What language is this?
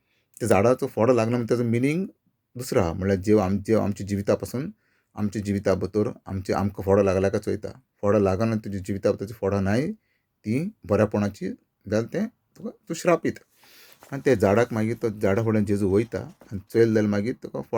Konkani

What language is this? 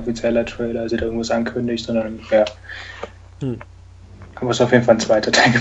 German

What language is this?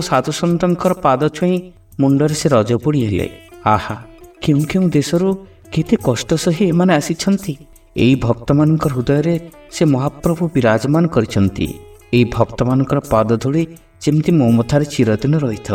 Odia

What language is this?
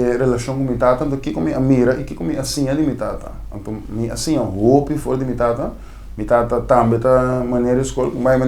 Papiamento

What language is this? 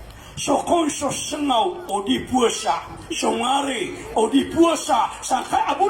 Maranao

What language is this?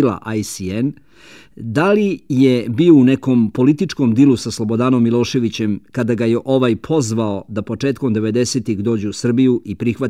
Serbian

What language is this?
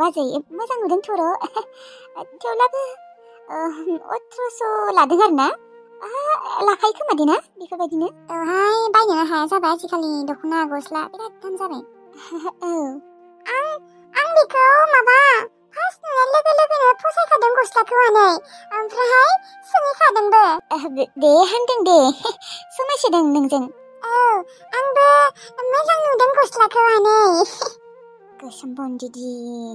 Bodo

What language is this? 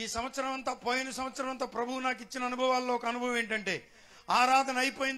Telugu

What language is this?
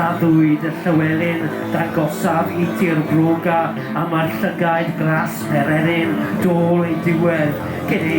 Welsh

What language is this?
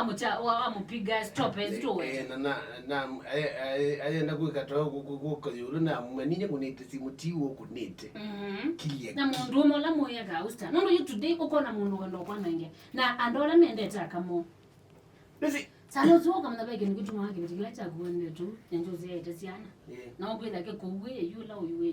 Kamba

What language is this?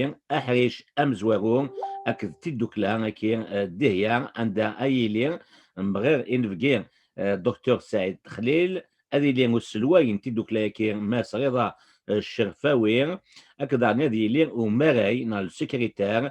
Kabyle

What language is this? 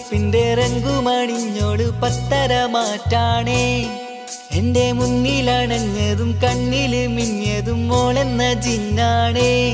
Malayalam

